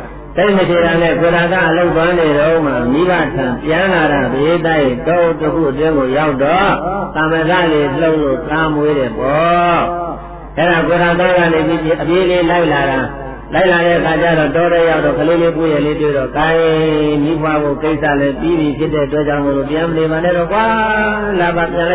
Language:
Burmese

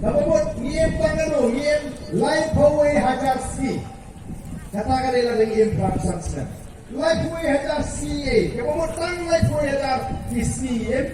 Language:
Khasi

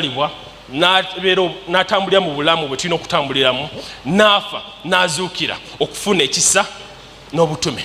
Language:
Ganda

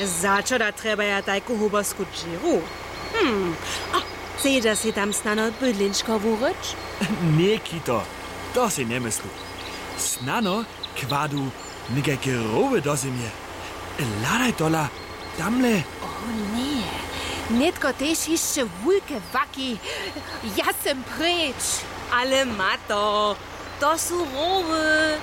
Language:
Upper Sorbian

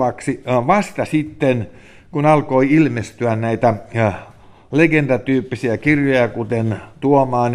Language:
Finnish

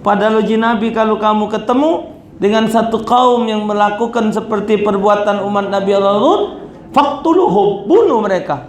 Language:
Musi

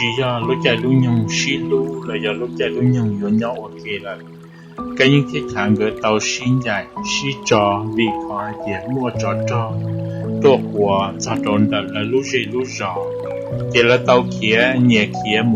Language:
Hmong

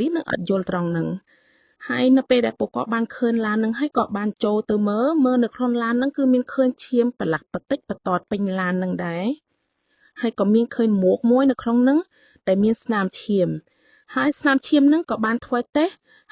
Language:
Khmer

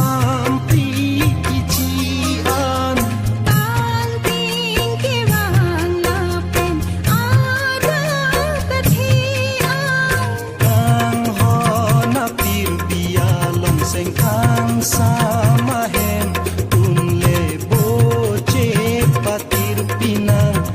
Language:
Karbi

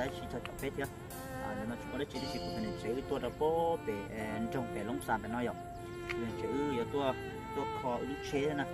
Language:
Vietnamese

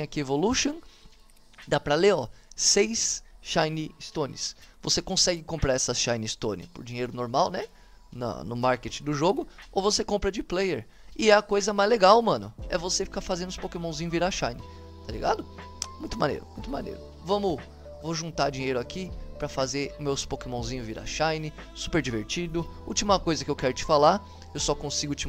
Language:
Portuguese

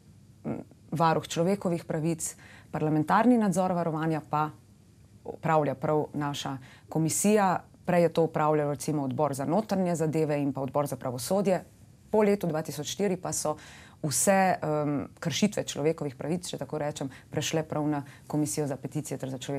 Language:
Slovenian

